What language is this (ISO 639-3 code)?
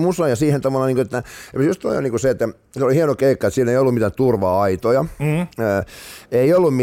fin